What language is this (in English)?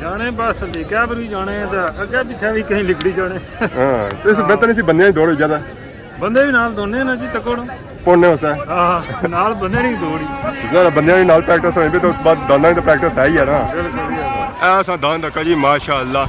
Pahari-Potwari